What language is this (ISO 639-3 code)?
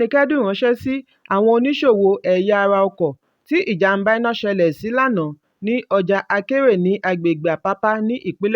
yor